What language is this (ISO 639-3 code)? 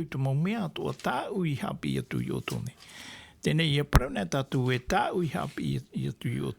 tah